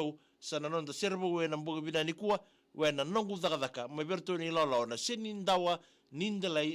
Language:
Fijian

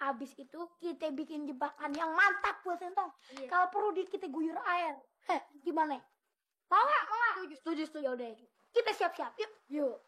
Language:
Betawi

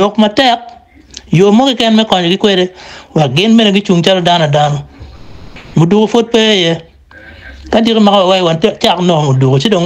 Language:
Acoli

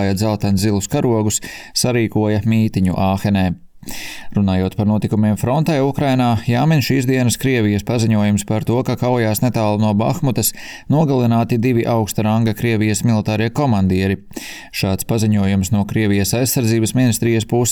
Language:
Latvian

